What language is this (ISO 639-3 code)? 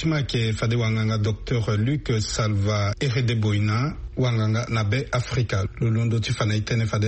sag